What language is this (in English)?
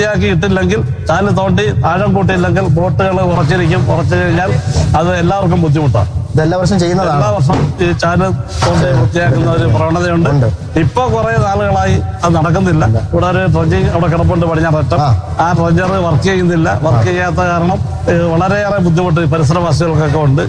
Malayalam